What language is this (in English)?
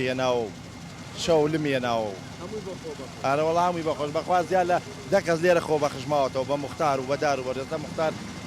Central Kurdish